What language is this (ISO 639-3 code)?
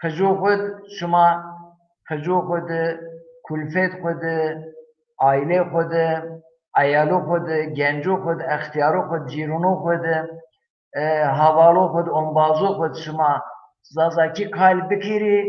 zza